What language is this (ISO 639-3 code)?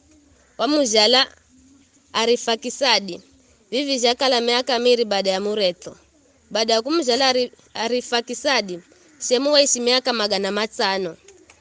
nyf